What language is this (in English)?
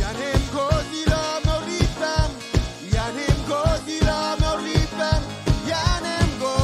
Marshallese